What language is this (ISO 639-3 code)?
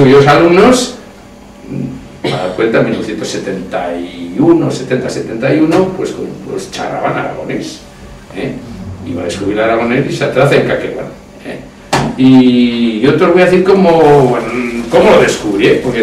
arg